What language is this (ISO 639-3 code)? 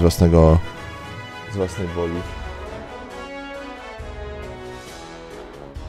pol